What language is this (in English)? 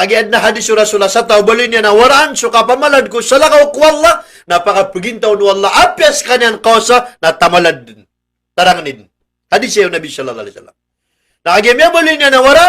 Maranao